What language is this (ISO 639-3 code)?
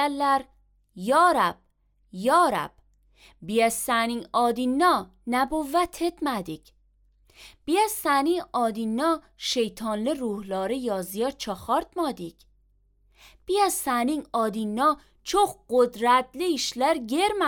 aze